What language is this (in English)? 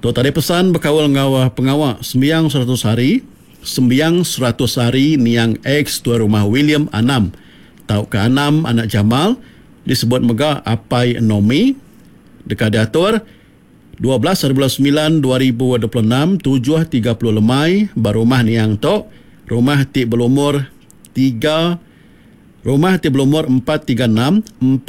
Iban